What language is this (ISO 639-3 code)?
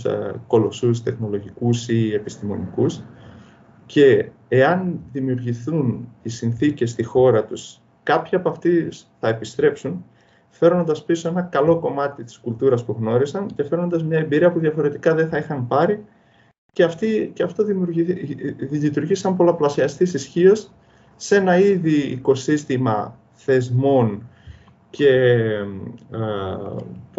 ell